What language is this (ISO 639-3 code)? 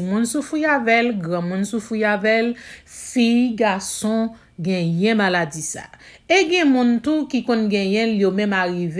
hat